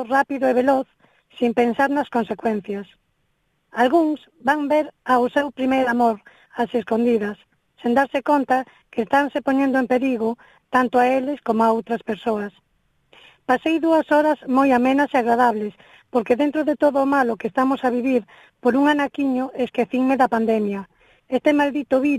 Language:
Galician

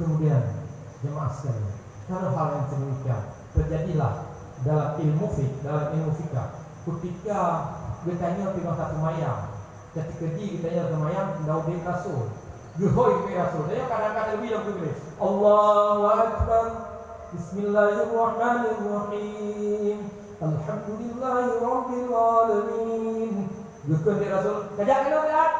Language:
Achinese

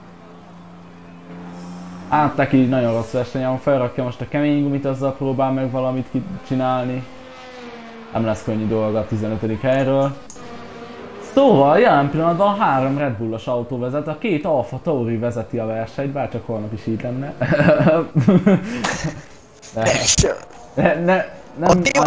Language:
Hungarian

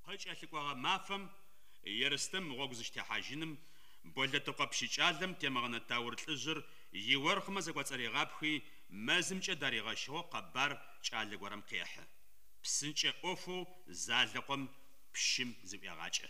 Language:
Adyghe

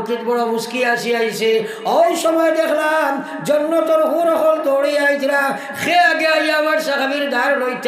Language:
Sylheti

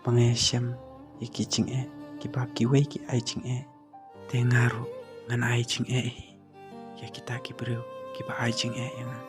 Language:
Khasi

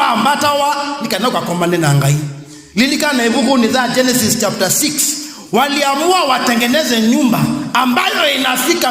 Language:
Kamba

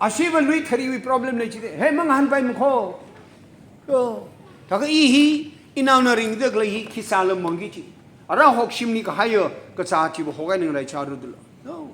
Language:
Tangkhul Naga (India)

